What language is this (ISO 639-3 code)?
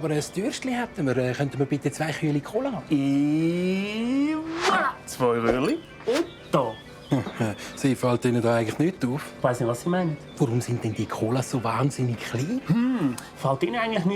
gsw